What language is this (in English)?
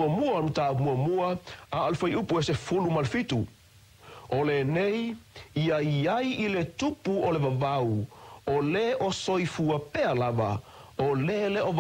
Samoan